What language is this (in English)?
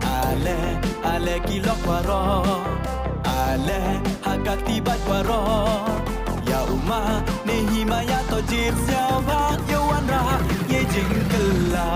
Khasi